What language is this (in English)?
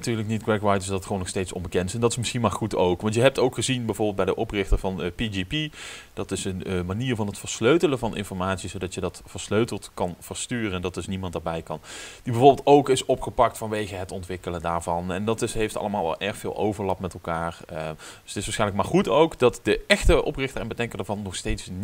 Dutch